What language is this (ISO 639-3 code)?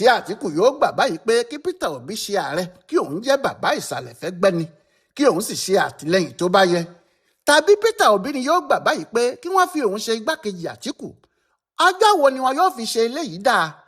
yor